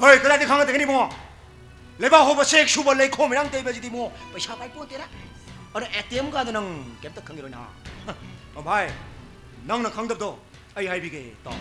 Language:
Manipuri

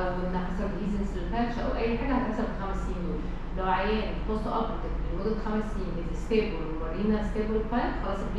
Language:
Egyptian Arabic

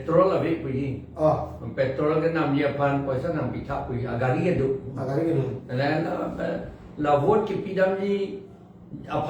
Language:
Karbi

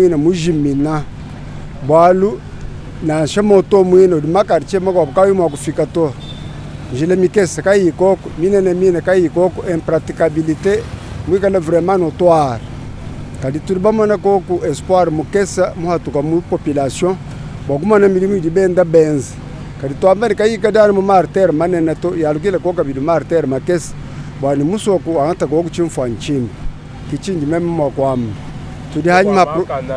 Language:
Luba-Lulua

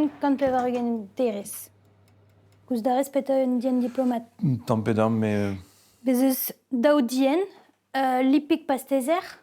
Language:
Breton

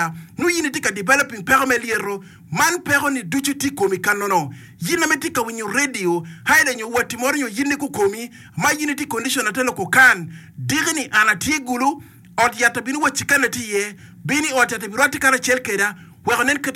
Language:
Acoli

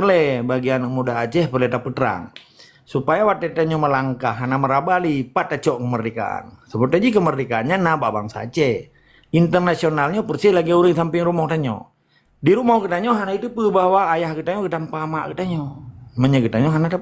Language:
Achinese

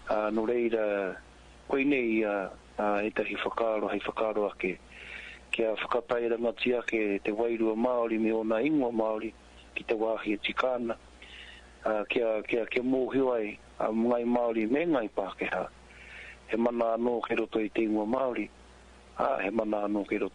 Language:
Māori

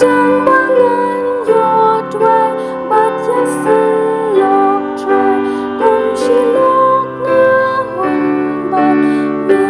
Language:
Khasi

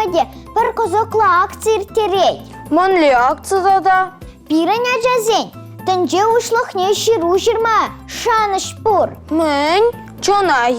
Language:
Chuvash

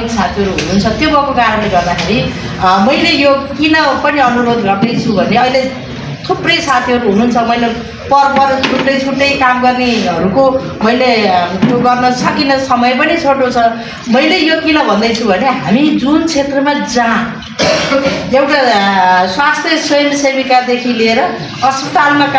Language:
Nepali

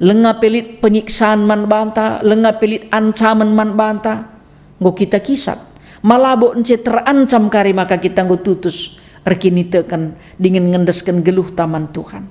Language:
Batak Karo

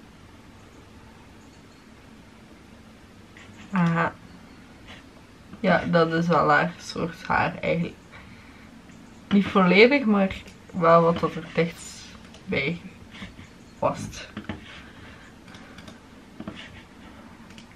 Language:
Dutch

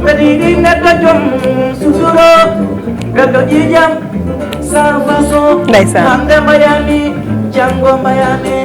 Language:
Fula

